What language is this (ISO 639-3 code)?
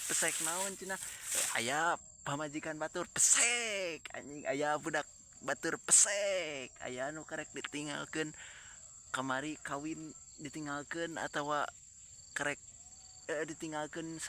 sun